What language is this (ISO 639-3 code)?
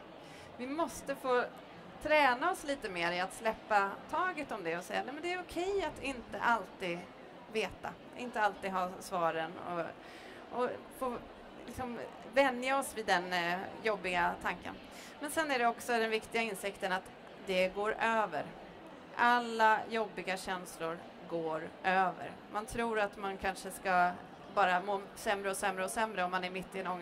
swe